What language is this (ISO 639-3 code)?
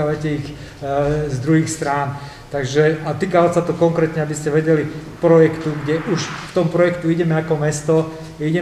slk